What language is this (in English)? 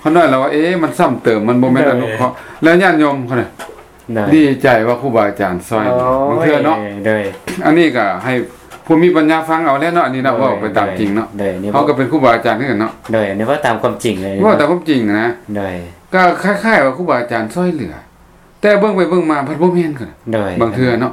Lao